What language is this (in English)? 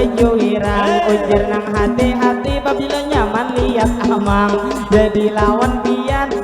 Banjar